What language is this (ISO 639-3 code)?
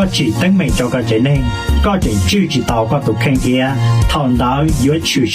hmn